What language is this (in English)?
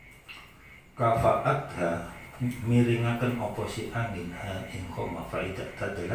Javanese